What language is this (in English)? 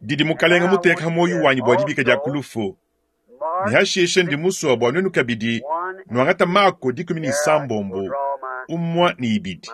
Luba-Lulua